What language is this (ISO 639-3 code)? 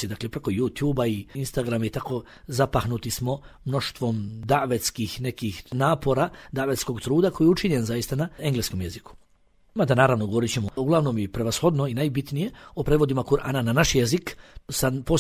bos